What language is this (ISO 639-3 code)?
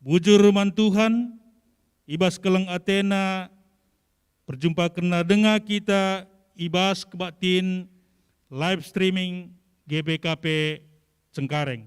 btx